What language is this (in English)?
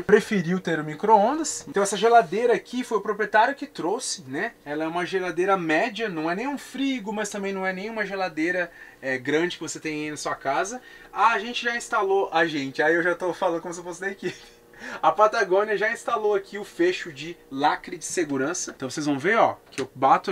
Portuguese